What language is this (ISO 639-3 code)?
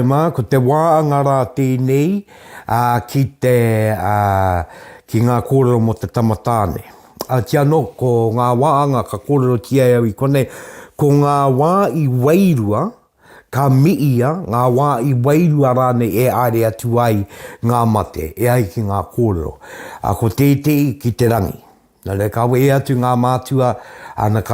mri